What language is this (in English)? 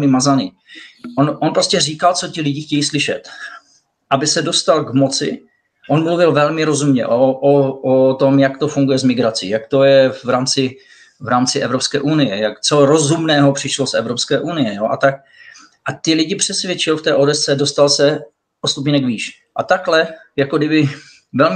Czech